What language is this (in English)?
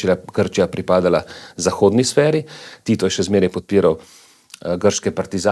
Slovenian